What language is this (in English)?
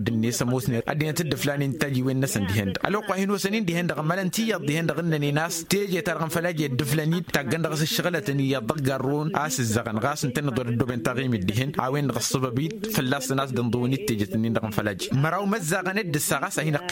Tamasheq